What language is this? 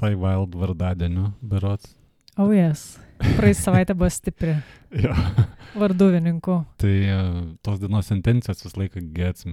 Lithuanian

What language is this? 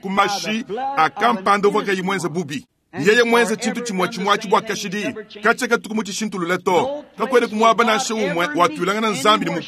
Luba-Lulua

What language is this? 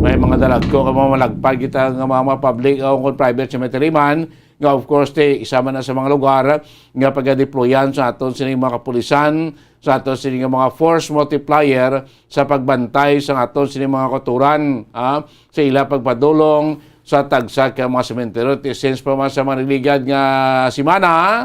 Hiligaynon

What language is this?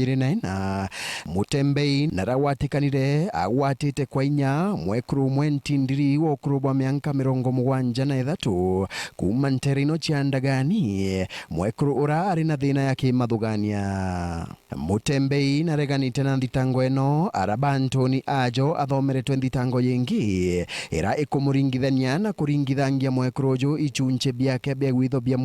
Meru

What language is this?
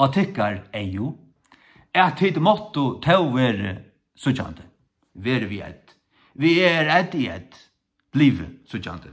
Faroese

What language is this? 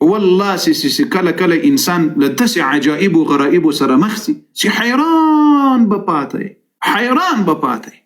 Pashto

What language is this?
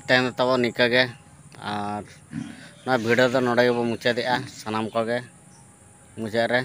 Santali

